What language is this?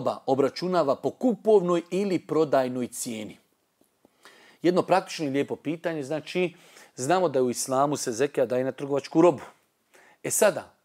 Bosnian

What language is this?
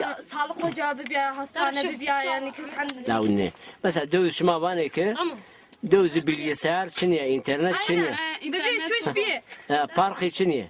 Zaza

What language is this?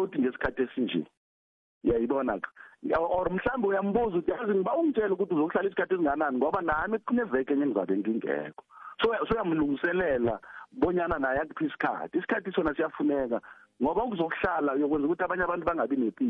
South Ndebele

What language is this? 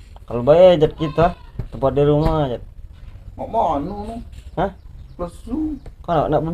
Musi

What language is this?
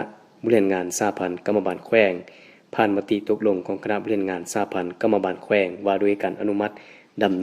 Lao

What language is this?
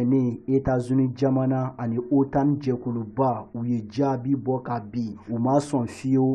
Bambara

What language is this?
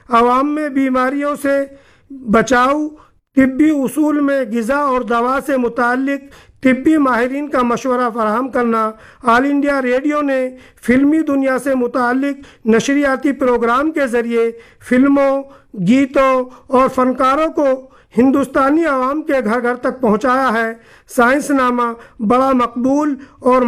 Urdu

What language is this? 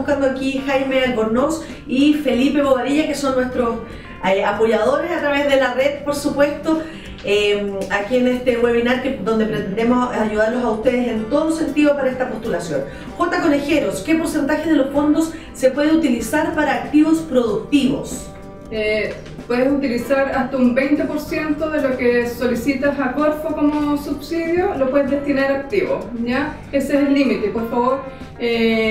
Spanish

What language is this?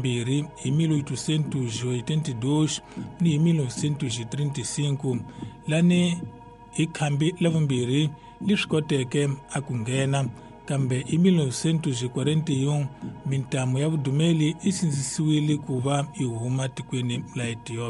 Tsonga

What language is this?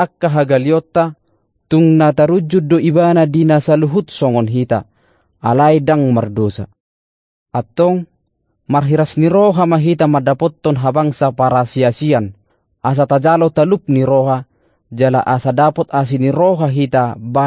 Batak Toba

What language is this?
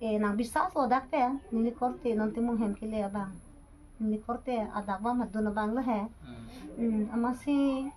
Karbi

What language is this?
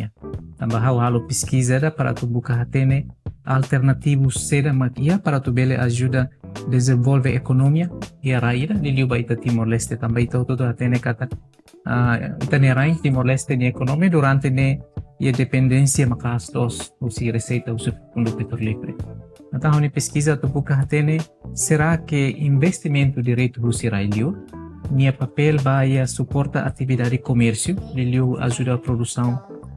Tetum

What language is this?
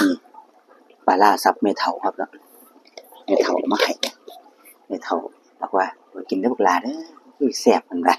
Northeastern Thai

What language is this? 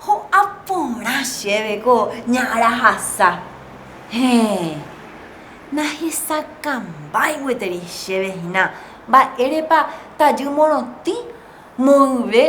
Guarani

